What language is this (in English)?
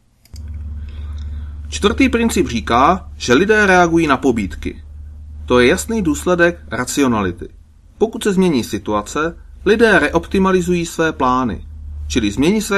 Czech